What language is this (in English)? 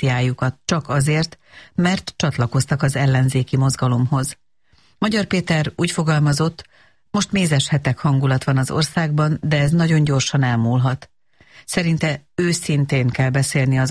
Hungarian